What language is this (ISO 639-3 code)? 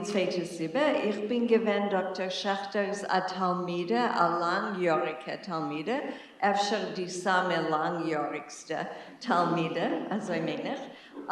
yid